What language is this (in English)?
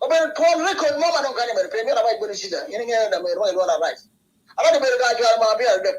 Acoli